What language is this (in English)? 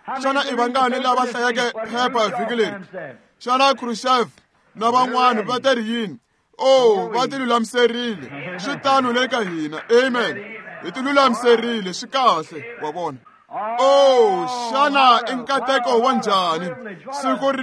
Tsonga